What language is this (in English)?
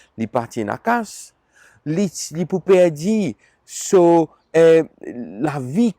Morisyen